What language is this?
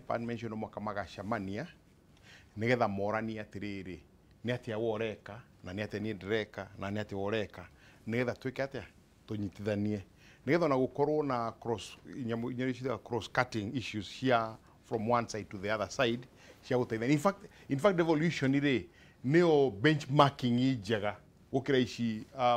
Kikuyu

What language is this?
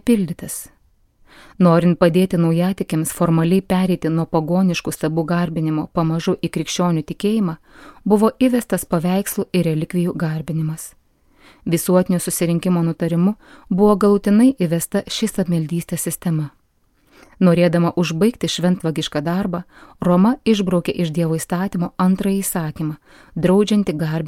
Lithuanian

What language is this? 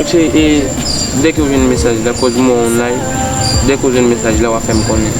Haitian Creole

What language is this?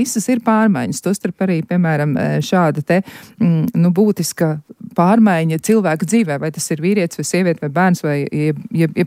Latvian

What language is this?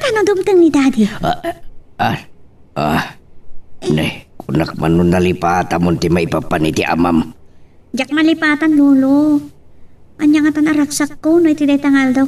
Iloko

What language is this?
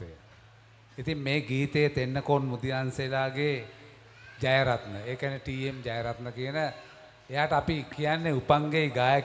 Sinhala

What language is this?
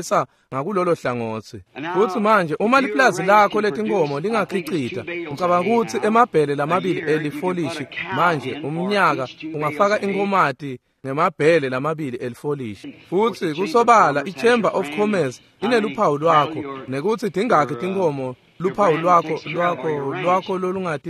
Swati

